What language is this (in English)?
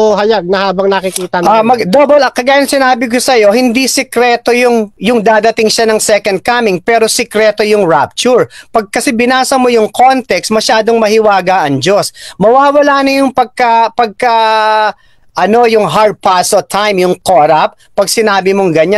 Filipino